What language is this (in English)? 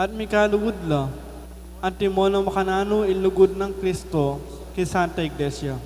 Pampanga